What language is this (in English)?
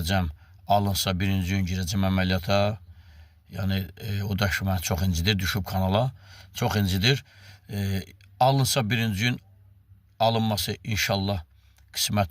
Azerbaijani